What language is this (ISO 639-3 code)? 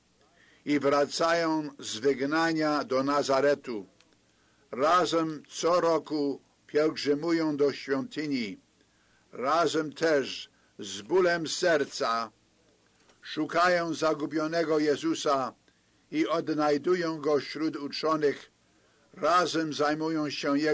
pol